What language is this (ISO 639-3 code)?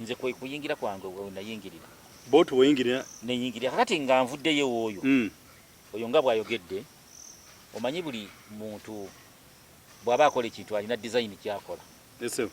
lug